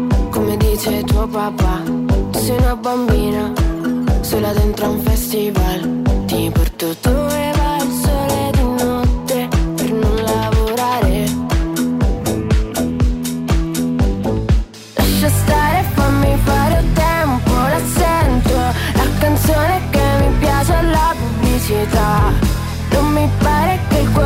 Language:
Italian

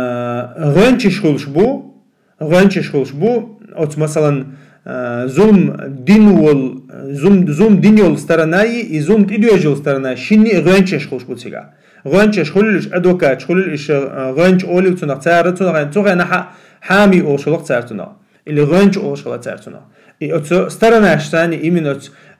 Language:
Chechen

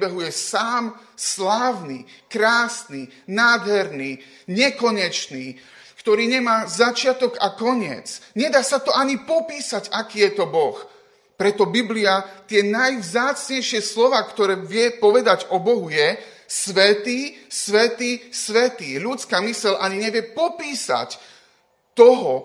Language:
Slovak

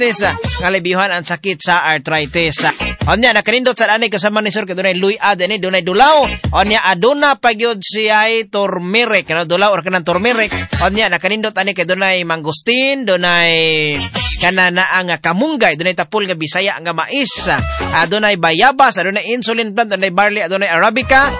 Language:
Cebuano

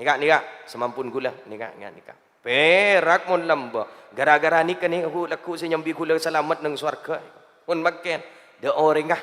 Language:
Madurese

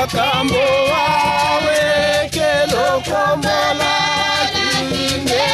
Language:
Tetela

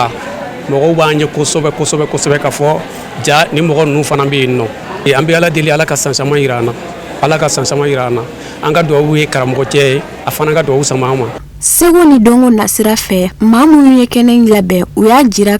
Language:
Bambara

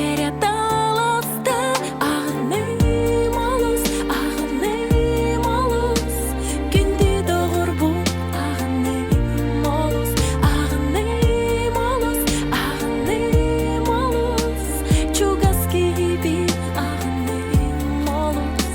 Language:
Yakut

